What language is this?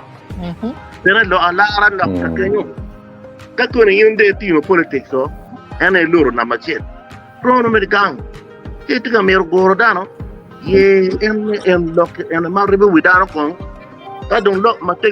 Acoli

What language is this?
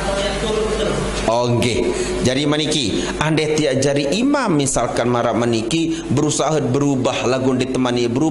Sasak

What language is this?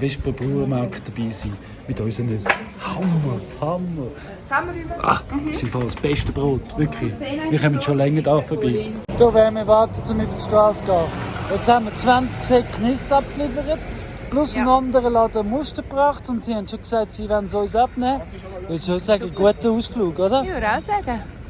Swiss German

